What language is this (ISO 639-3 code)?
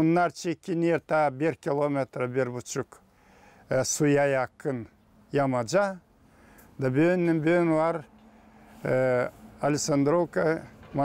gag